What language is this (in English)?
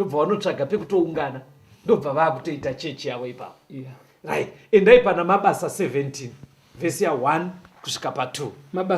Shona